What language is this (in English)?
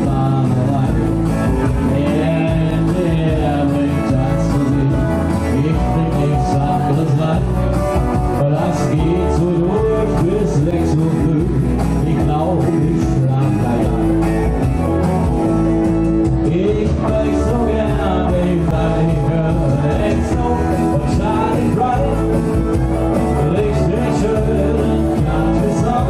English